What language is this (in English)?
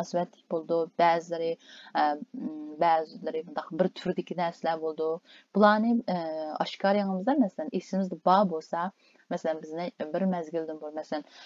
Uyghur